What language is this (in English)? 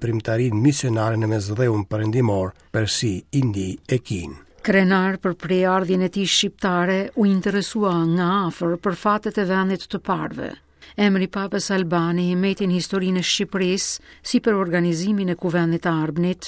Albanian